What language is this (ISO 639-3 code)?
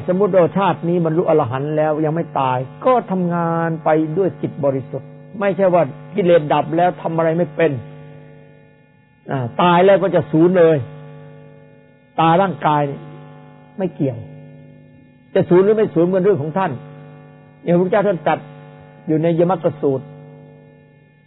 tha